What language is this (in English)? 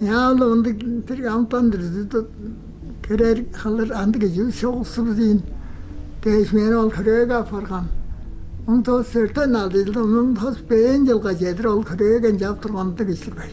Tuvinian